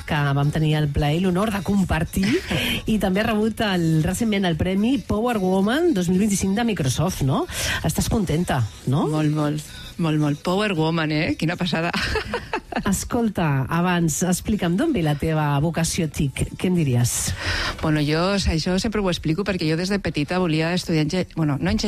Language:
Catalan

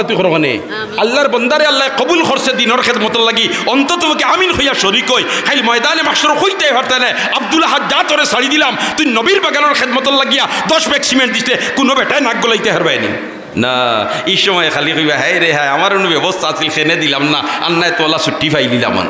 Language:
Sylheti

